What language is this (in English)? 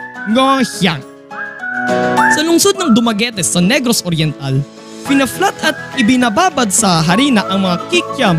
Filipino